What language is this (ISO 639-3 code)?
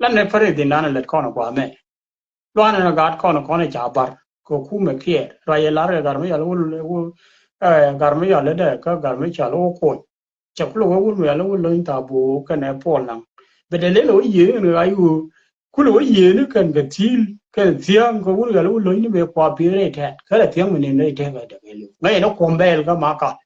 nus